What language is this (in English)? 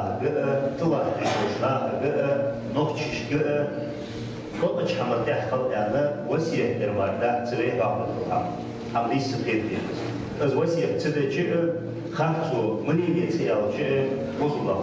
Ingush